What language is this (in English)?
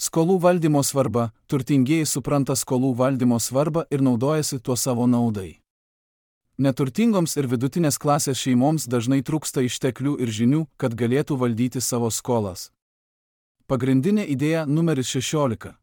Lithuanian